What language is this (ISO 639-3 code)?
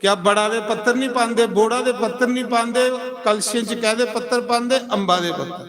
doi